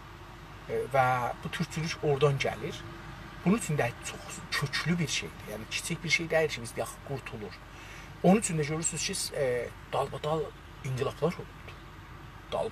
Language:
South Azerbaijani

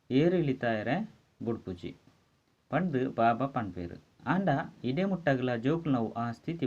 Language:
Tulu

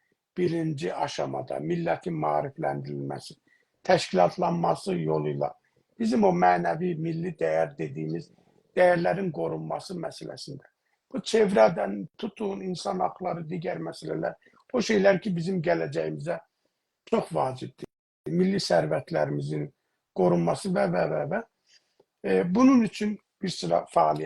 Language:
South Azerbaijani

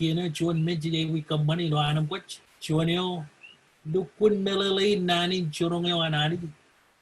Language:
Marshallese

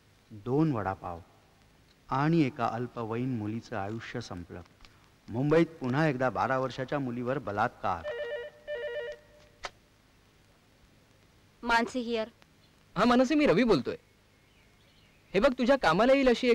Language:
Marathi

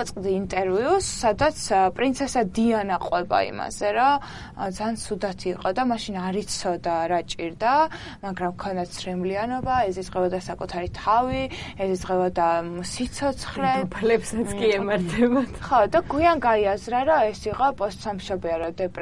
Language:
Georgian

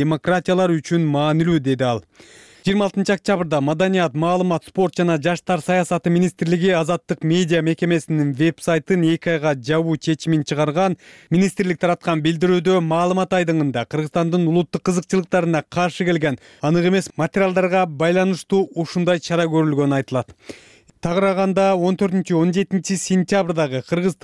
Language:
Kyrgyz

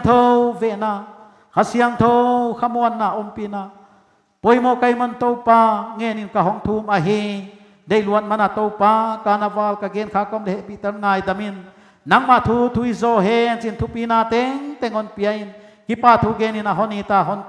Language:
Paite Chin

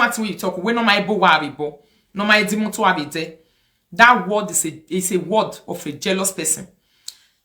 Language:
Nigerian Pidgin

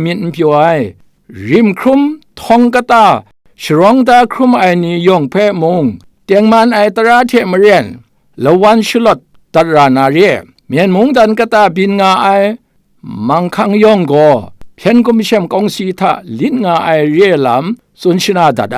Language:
Kachin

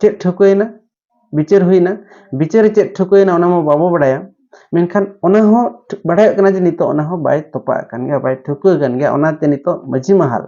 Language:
Santali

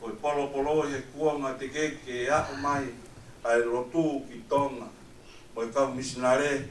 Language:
Tongan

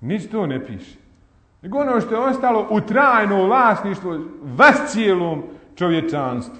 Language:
Bosnian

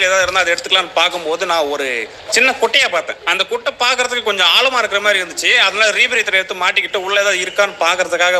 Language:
Tamil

